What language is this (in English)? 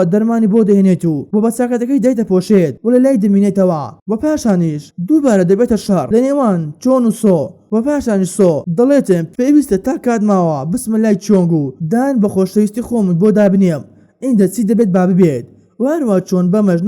Central Kurdish